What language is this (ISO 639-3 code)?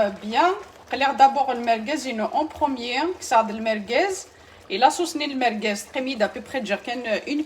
kab